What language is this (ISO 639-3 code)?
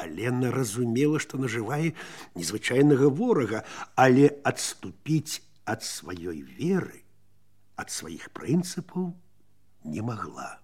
bel